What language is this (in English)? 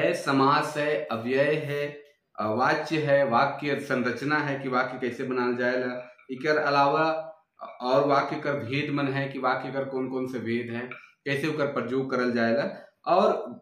Sadri